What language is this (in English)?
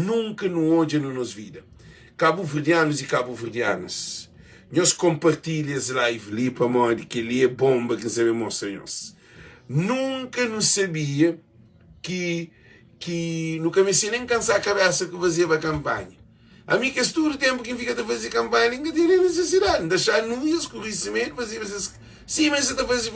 Kabuverdianu